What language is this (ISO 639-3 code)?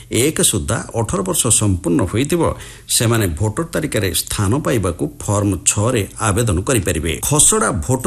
ori